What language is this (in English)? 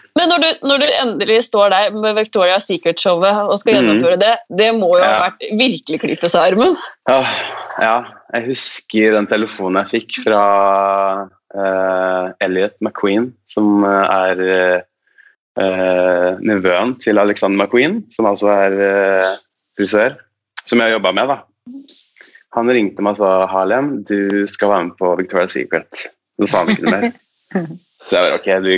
Norwegian